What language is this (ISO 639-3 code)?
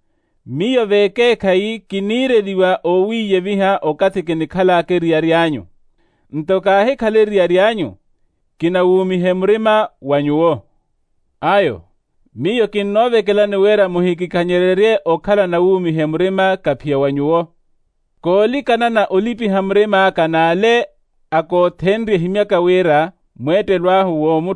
vmw